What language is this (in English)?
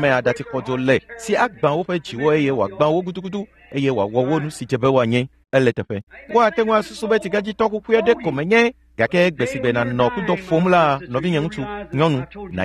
Ewe